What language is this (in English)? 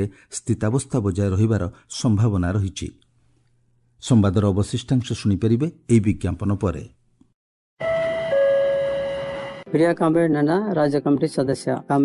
Odia